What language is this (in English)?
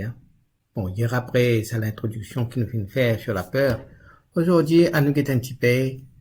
Morisyen